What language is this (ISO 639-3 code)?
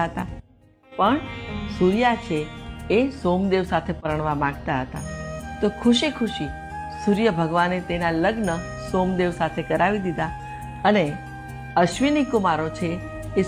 guj